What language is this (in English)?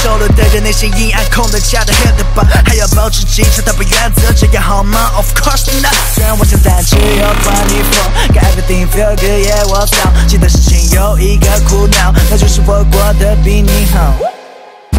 Chinese